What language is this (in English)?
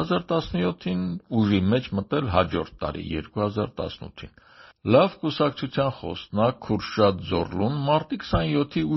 Armenian